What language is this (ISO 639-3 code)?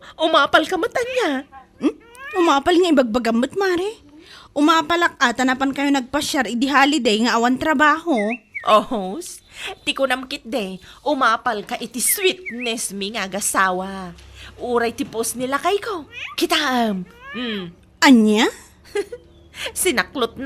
ilo